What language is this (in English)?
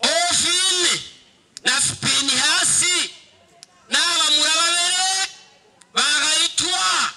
Gusii